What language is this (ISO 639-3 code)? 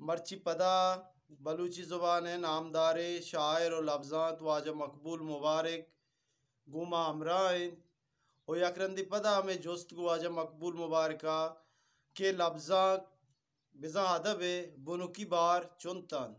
bgp